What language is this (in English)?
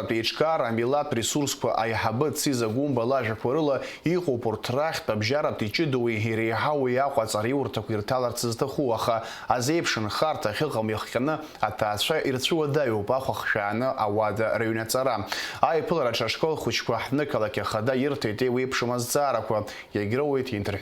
Abkhazian